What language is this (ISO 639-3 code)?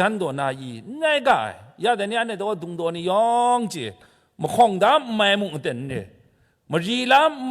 kac